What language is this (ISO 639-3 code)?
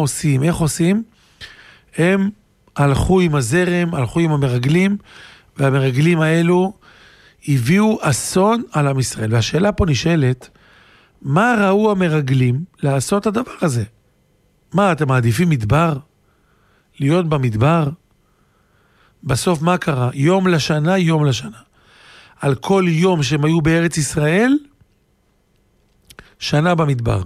heb